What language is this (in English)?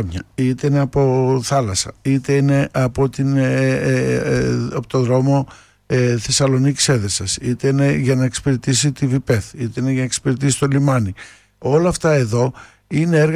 Greek